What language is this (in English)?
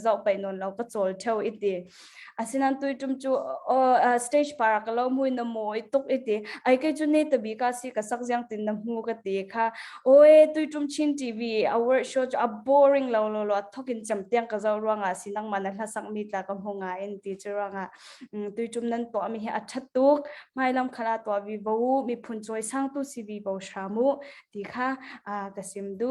Falam Chin